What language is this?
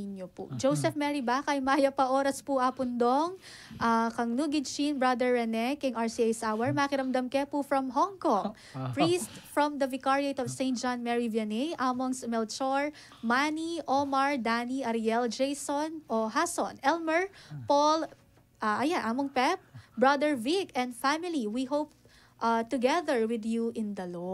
Pampanga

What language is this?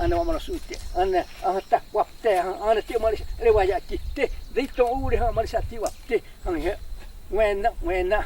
Xavánte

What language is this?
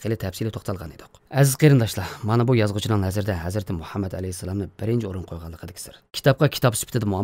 Uyghur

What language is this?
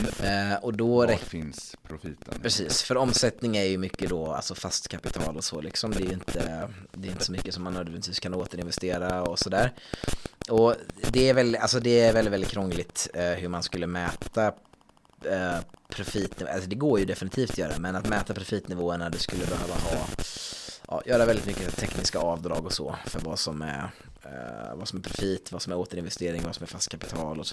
Swedish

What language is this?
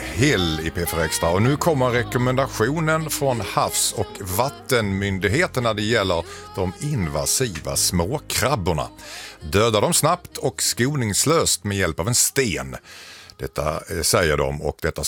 Swedish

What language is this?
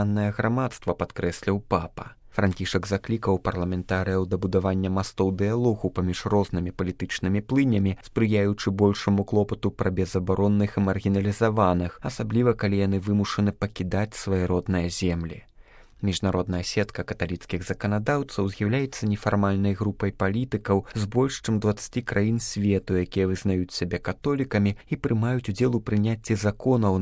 Belarusian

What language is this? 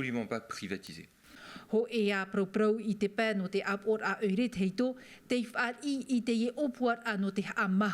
Tahitian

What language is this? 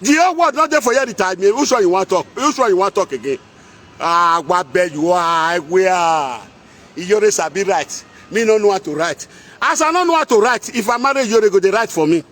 Nigerian Pidgin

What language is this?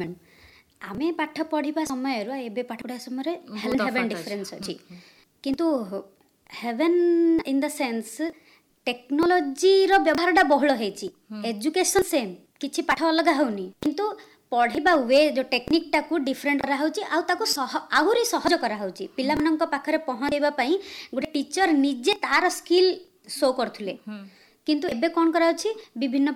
Odia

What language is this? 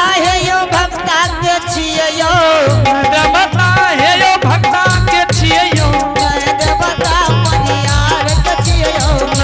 Angika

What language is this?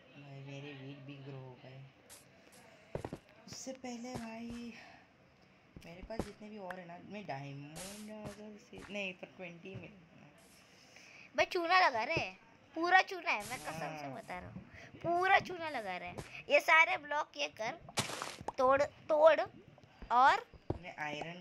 Hindi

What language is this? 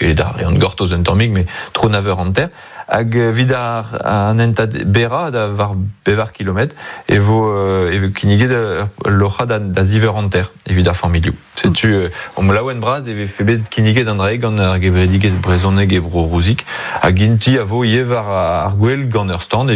Breton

